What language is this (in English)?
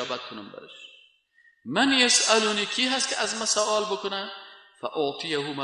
Persian